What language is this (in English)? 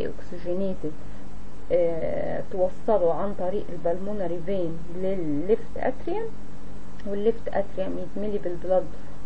Egyptian Arabic